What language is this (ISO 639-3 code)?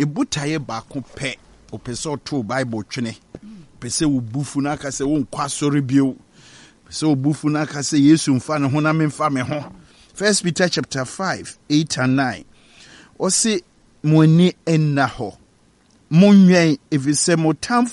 aka